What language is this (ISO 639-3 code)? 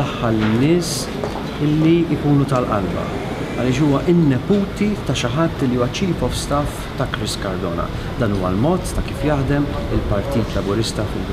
mlt